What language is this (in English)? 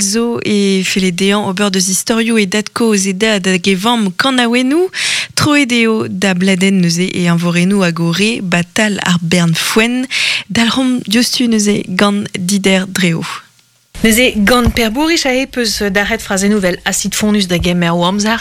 Breton